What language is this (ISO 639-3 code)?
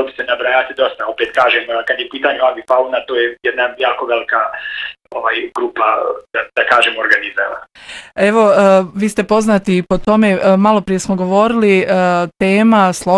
bos